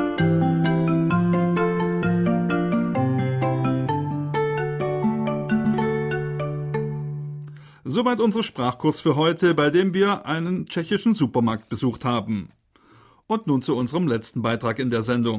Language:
German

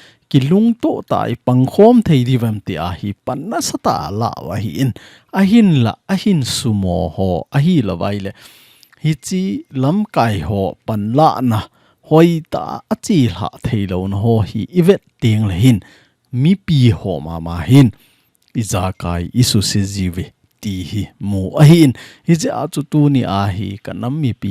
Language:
Thado Chin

